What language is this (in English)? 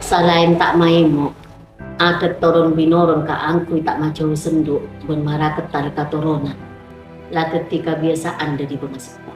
Madurese